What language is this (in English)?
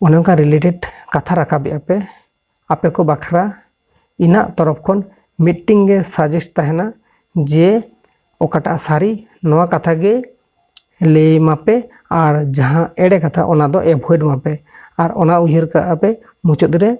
Santali